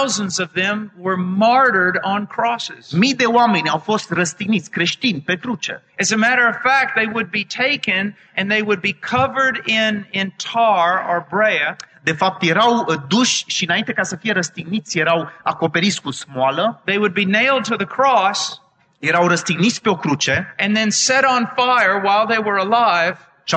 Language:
Romanian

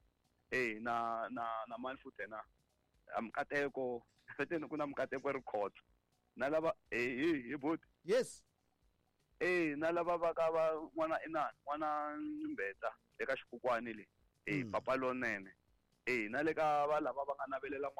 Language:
Tsonga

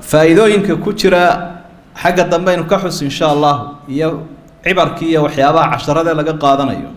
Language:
Somali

